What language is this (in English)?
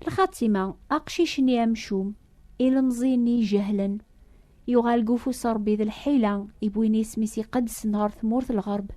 Kabyle